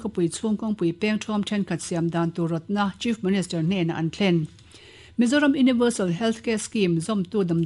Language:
Mizo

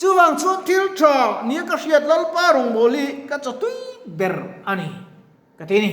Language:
Mizo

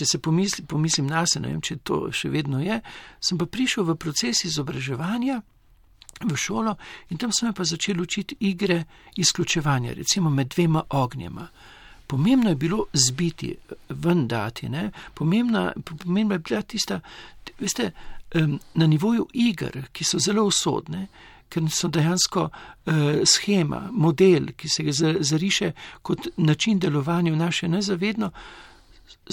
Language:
Slovenian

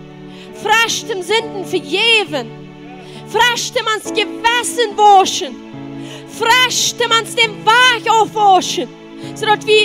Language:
Plautdietsch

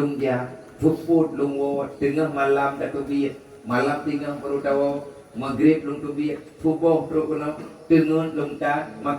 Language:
Achinese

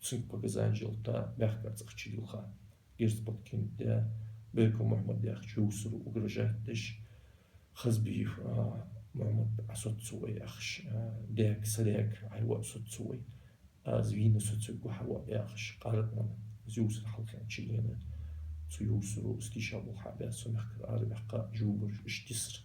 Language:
Ingush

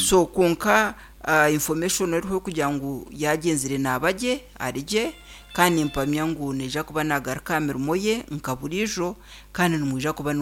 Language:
Nyankole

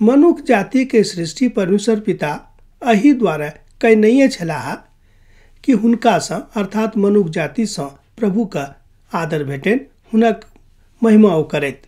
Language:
Maithili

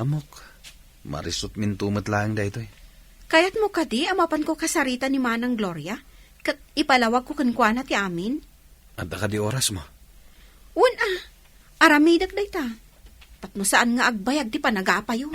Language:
Iloko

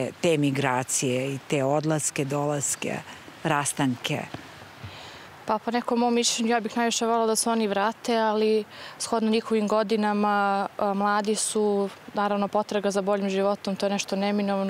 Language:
Serbian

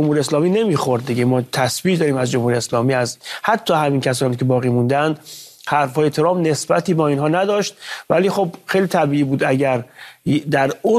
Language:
Persian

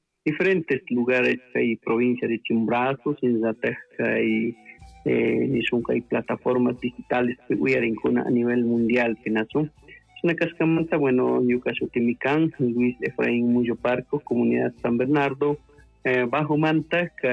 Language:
Chimborazo Highland Quichua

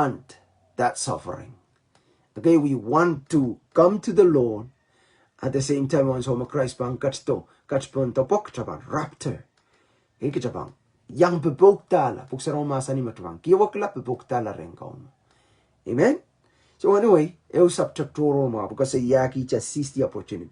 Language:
Pohnpeian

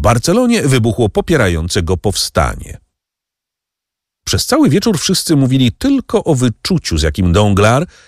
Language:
Polish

